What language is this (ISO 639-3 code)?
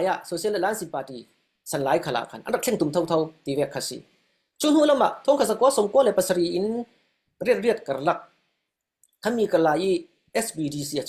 cfm